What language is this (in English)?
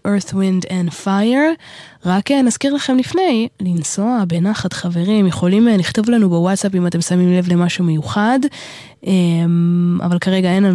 Hebrew